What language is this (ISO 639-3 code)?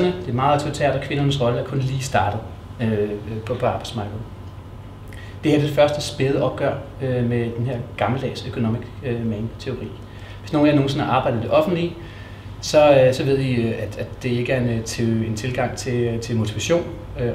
dan